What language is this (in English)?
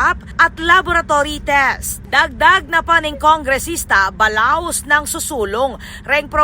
Pampanga